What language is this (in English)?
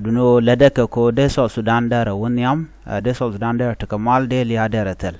Nuer